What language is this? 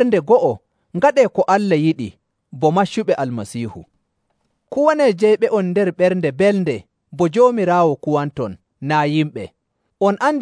Nigerian Fulfulde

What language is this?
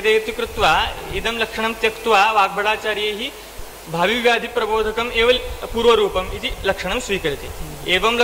Sanskrit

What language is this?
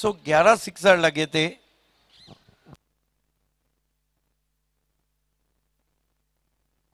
Hindi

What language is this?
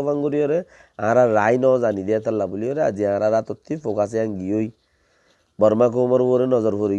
Rohingya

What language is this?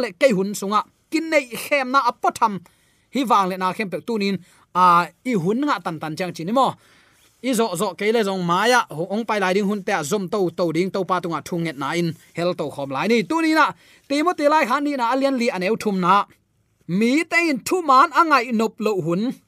Tedim Chin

